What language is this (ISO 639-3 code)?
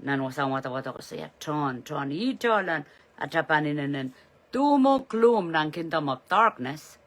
pon